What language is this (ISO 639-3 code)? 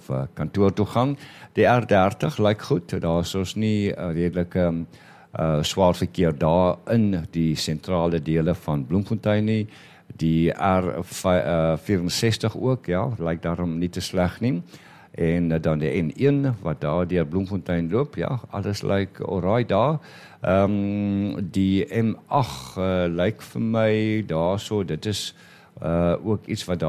afr